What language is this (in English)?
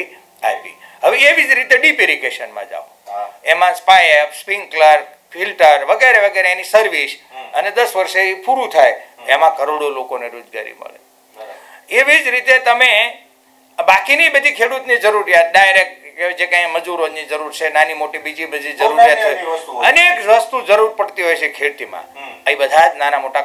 Gujarati